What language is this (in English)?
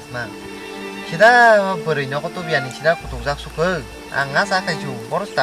Kok Borok